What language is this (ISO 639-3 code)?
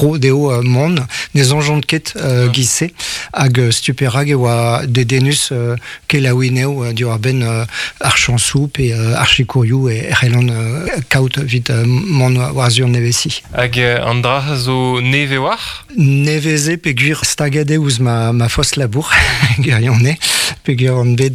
bre